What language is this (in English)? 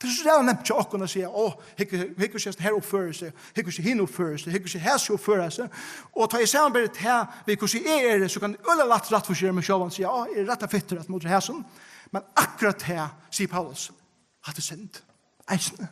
Faroese